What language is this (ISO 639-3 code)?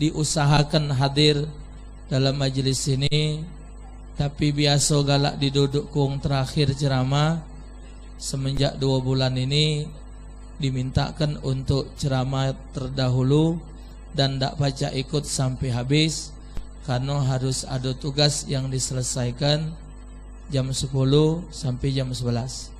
mui